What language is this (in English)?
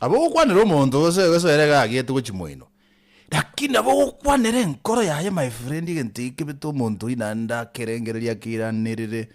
Gusii